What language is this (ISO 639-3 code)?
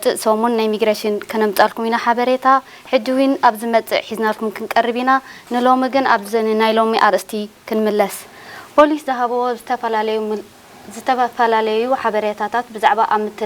tir